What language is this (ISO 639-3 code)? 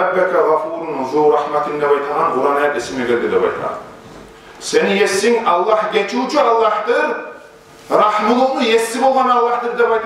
kum